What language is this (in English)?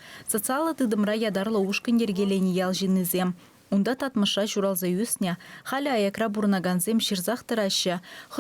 Chuvash